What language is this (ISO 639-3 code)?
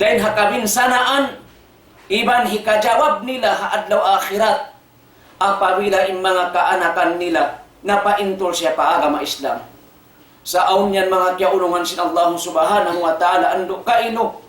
tsg